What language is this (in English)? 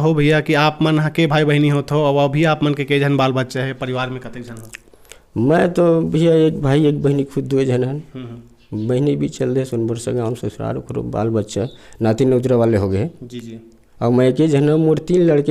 Chhattisgarhi